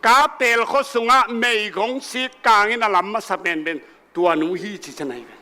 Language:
Tedim Chin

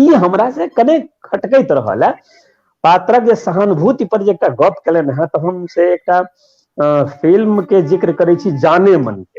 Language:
Maithili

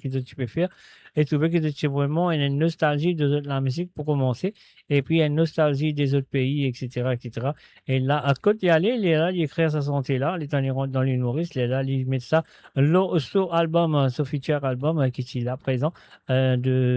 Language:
Morisyen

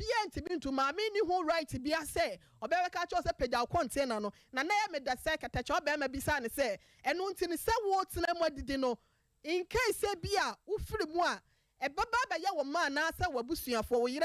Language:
Akan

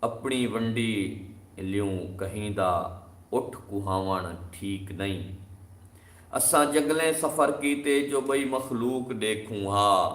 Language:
Saraiki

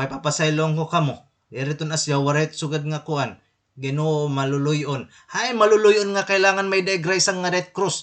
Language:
Waray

